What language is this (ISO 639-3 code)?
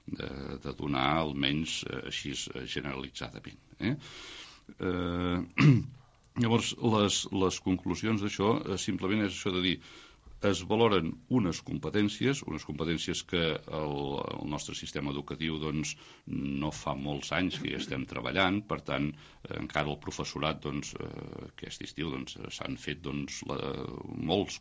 cat